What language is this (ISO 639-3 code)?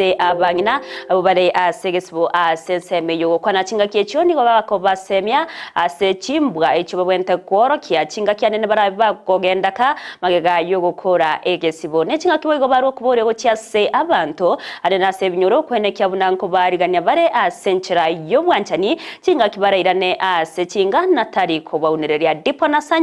guz